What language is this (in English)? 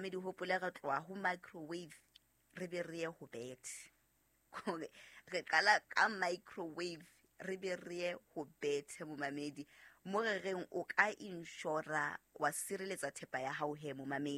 Southern Sotho